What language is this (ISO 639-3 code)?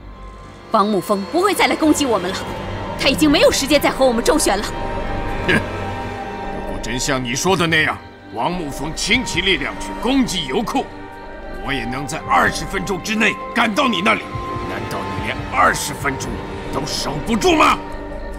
zho